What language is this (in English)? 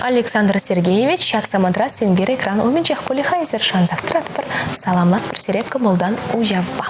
Chuvash